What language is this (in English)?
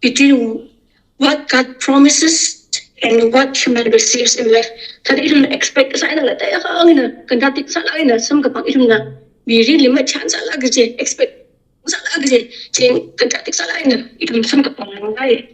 Tangkhul Naga (India)